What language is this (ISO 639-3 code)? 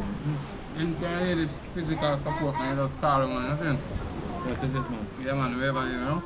jam